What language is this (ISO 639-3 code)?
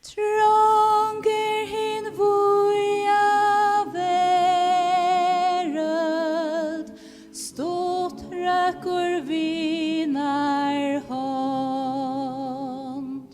fao